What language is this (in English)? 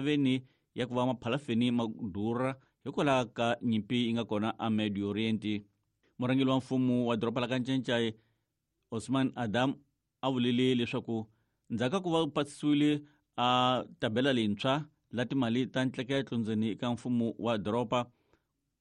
Tsonga